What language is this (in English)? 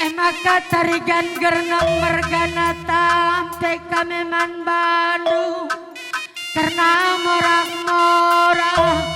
Batak Karo